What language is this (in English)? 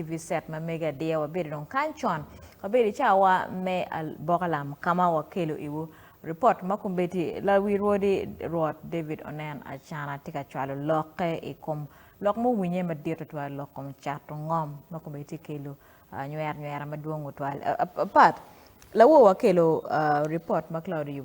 Acoli